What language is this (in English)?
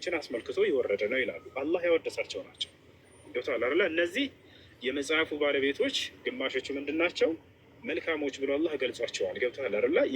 Amharic